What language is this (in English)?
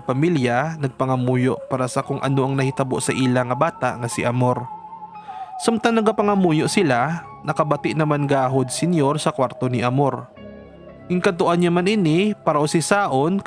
Hiligaynon